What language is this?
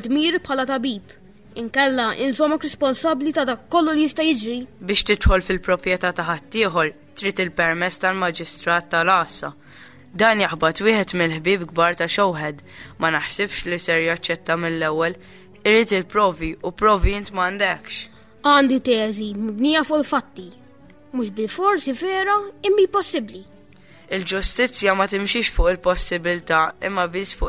Maltese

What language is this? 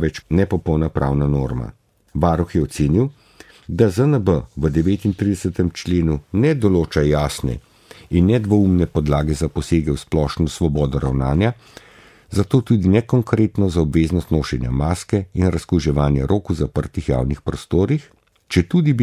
Slovenian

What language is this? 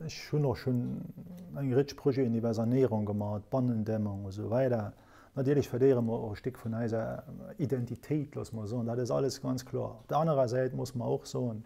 Luxembourgish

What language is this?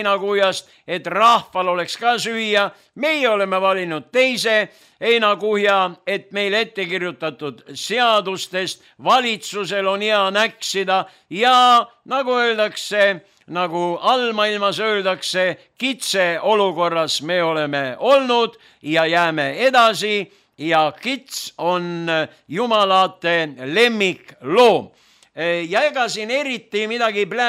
Estonian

